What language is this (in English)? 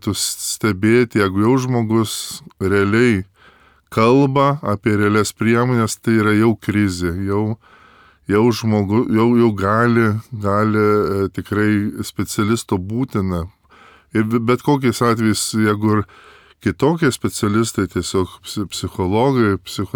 Lithuanian